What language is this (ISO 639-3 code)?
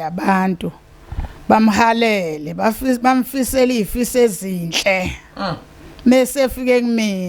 zul